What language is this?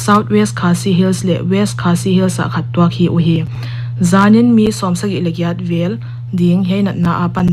Paite Chin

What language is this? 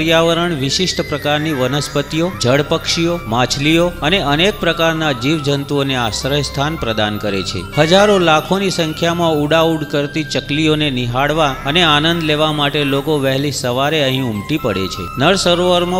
Gujarati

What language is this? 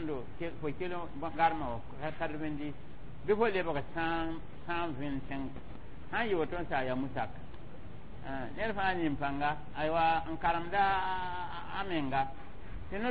Mossi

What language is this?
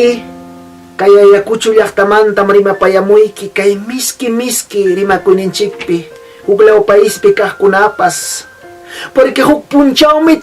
Ayacucho Quechua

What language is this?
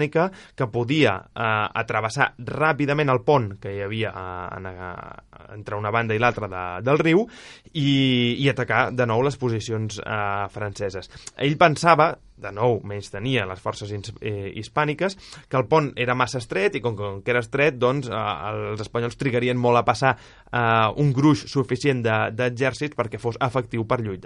Catalan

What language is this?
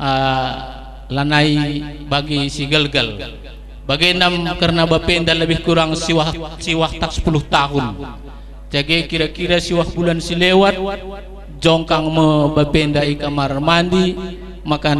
Batak Karo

